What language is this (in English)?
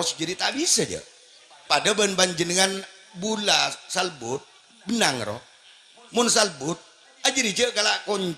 Madurese